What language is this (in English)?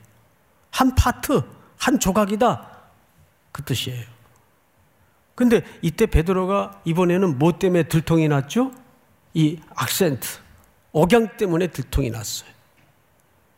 Korean